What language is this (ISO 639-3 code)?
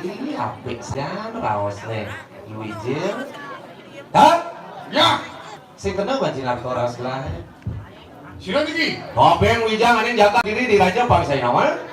ban